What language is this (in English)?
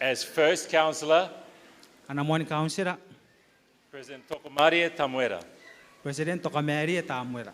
Gilbertese